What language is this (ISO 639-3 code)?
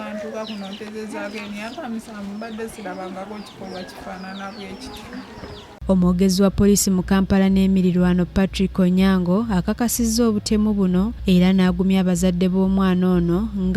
lug